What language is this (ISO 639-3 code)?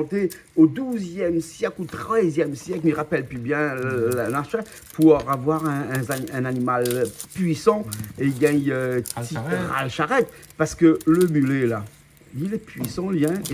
rcf